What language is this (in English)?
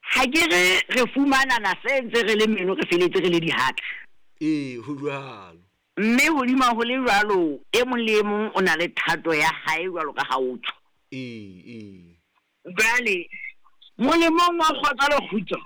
Southern Sotho